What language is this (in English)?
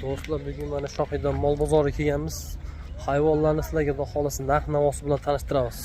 Uzbek